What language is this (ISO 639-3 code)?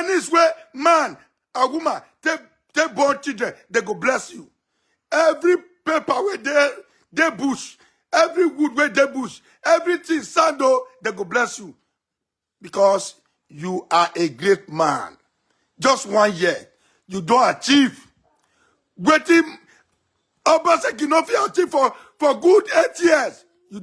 pcm